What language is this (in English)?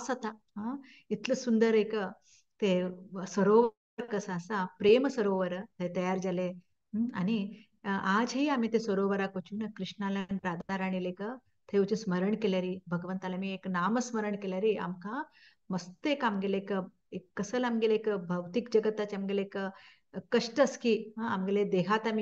Konkani